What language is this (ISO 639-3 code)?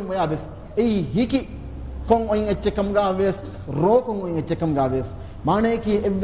div